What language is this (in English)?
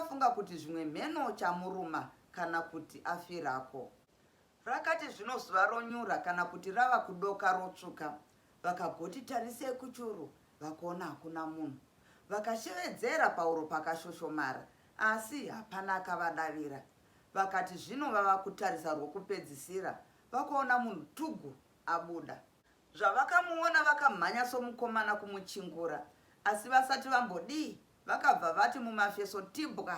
Shona